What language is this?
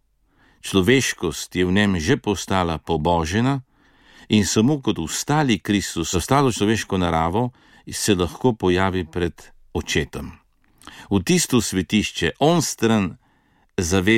Slovenian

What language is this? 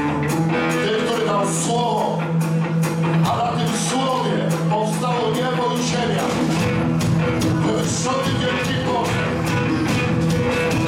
Polish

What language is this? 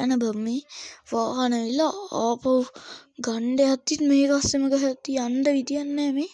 Sinhala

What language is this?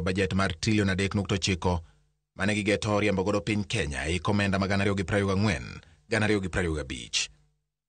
Luo (Kenya and Tanzania)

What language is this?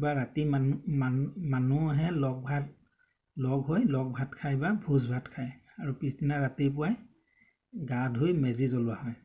Assamese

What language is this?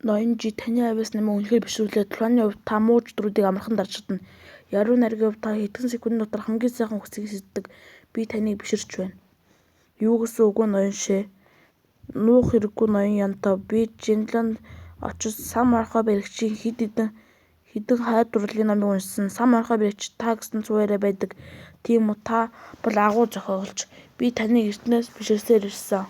Mongolian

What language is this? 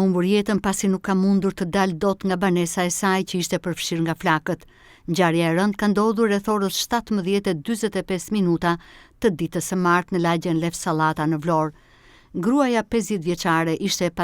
Albanian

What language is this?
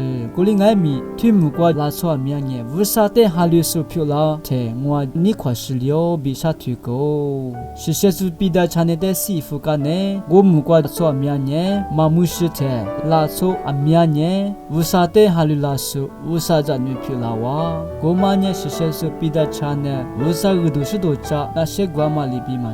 Lisu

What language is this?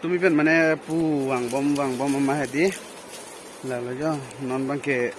Karbi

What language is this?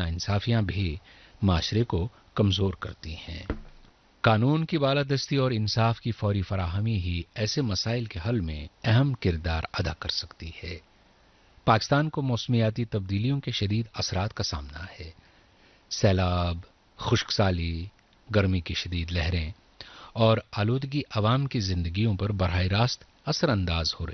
Urdu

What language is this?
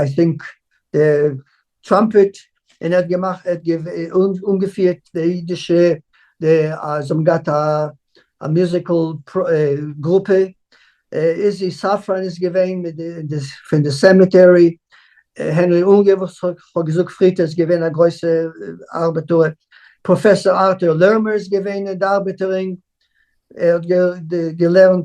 Yiddish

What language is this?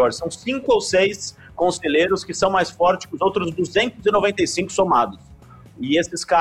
Portuguese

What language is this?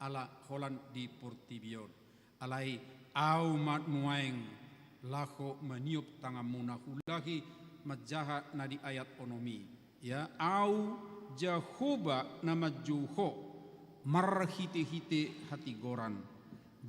Batak Toba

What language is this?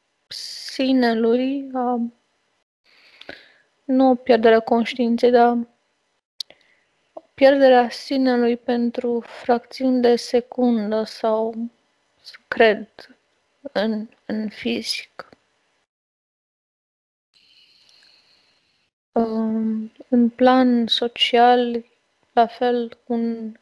Romanian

